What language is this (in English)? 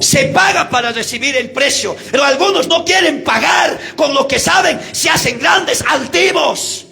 South Bolivian Quechua